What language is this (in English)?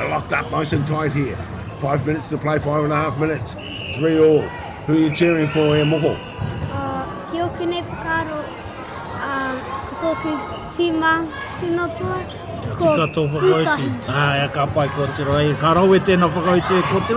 Māori